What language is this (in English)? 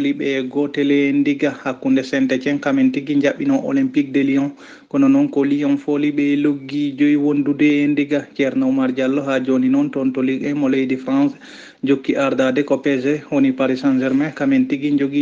Fula